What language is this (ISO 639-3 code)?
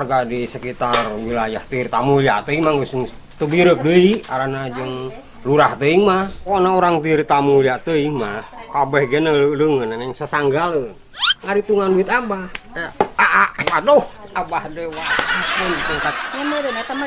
sun